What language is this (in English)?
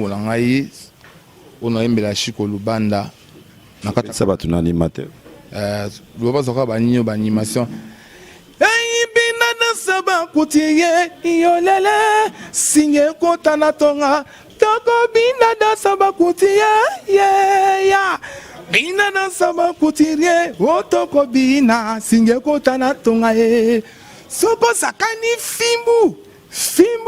Lingala